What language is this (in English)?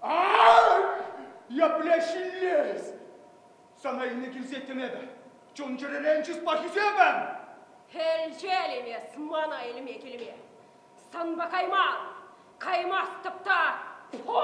Chuvash